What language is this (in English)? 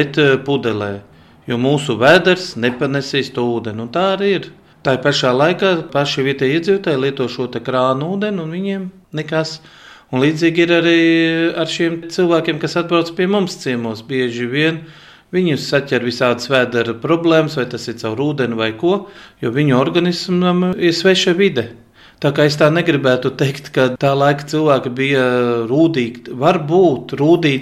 Latvian